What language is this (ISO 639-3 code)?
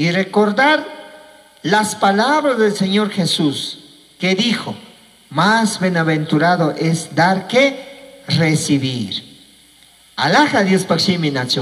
qug